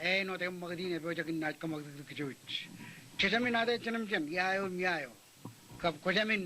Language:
Marshallese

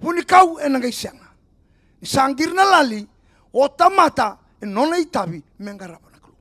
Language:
Fijian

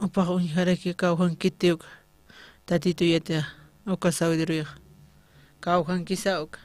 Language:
Aymara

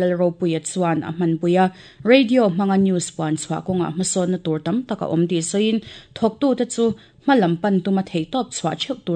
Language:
Mizo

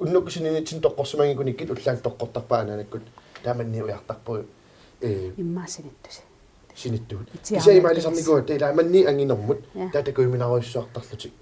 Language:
Kalaallisut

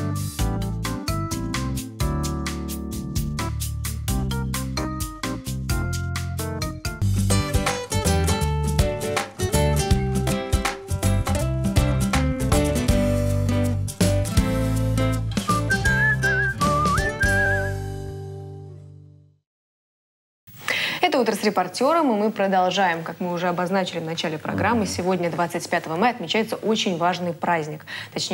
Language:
Russian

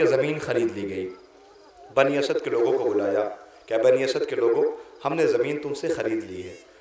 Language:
Urdu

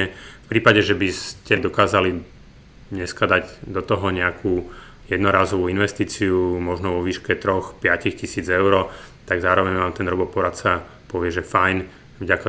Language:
Slovak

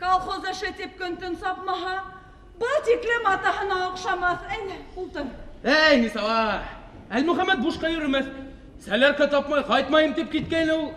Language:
Bashkir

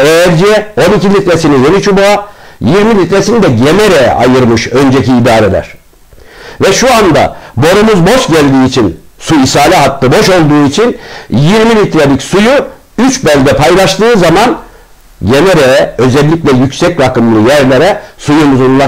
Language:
Turkish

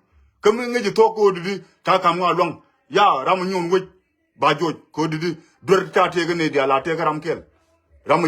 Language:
Nuer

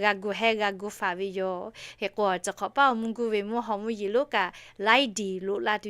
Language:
Lahu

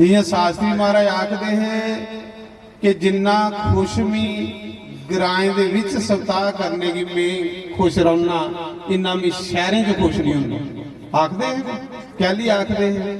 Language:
Dogri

